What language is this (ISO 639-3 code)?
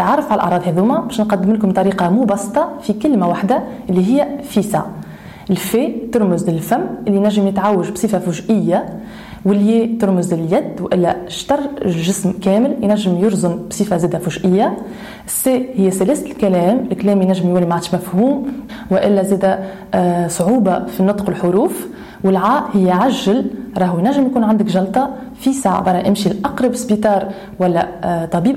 aeb